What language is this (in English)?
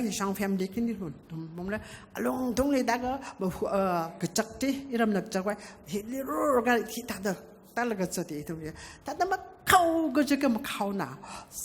Tangkhul Naga (India)